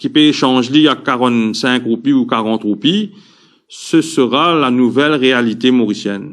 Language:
Morisyen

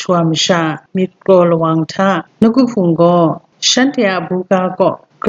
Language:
Kachin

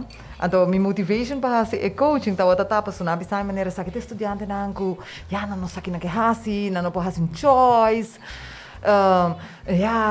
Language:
Papiamento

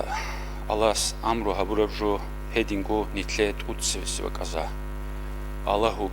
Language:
Avaric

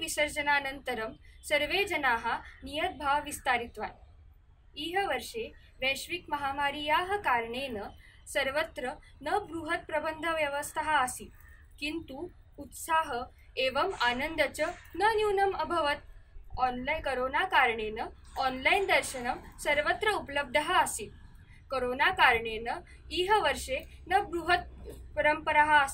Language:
Sanskrit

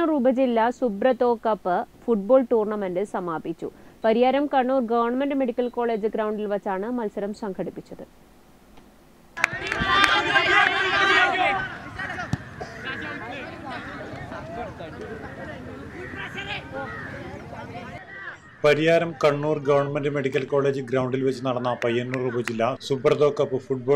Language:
Malayalam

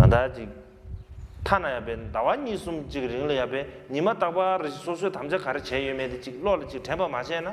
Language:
Tibetan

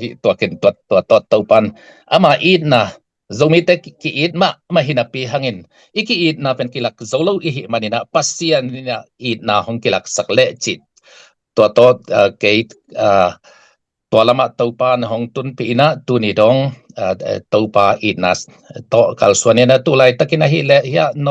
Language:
Tedim Chin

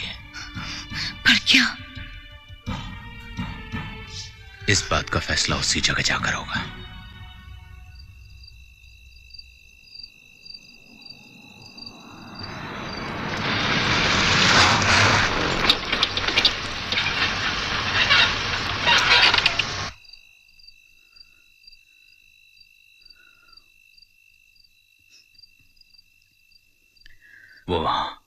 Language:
Hindi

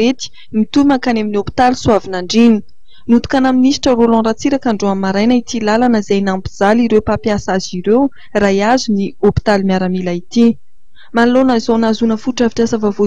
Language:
Malagasy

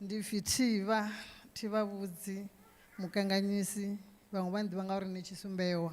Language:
Venda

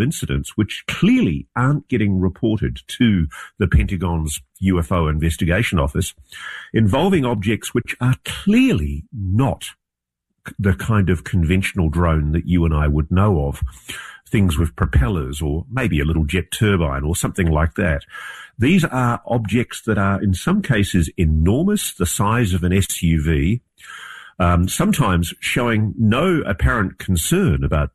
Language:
English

